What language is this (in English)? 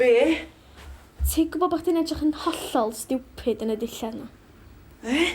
Welsh